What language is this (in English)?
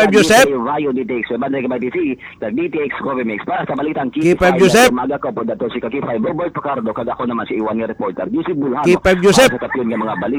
Hiligaynon